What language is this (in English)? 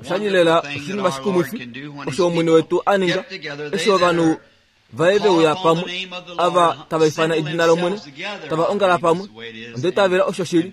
Kuanyama